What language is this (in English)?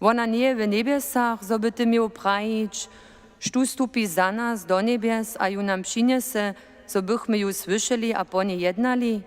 Upper Sorbian